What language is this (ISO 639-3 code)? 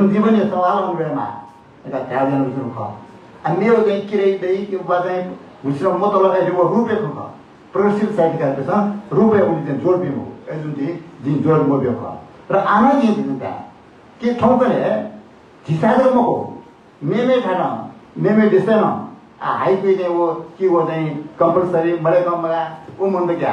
new